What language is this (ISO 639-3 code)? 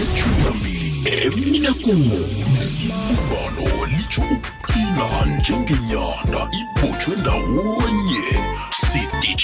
nbl